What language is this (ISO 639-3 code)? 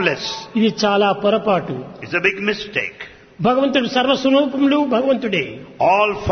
tel